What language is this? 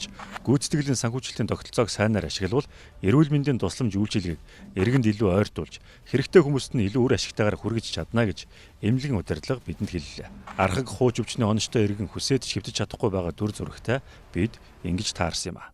Mongolian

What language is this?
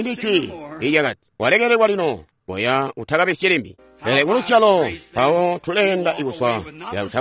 Tonga (Zambia)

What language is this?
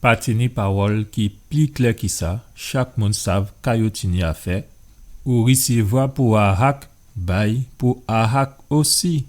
Guadeloupean Creole French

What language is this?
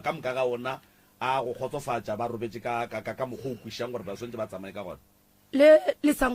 Northern Sotho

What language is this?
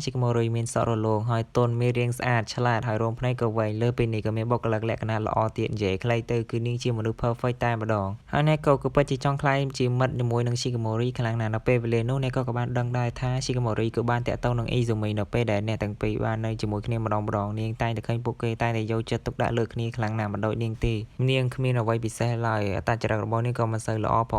Khmer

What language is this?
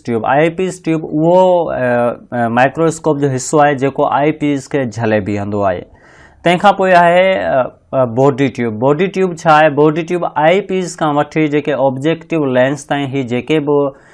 Sindhi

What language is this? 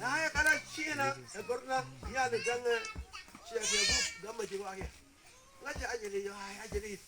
Mabaan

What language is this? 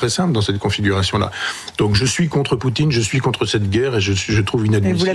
French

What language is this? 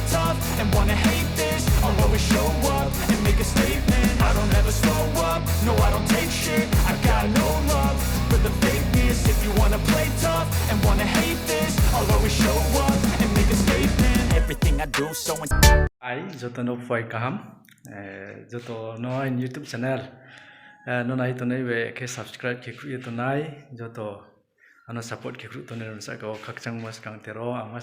Riang (India)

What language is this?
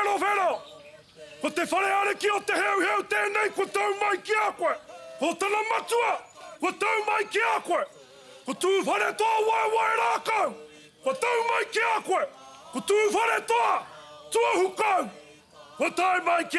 Māori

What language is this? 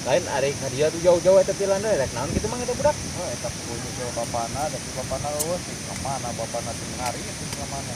Sundanese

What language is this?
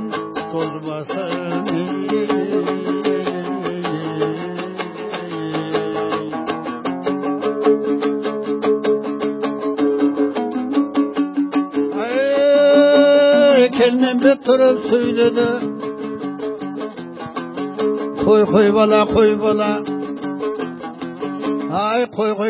Kazakh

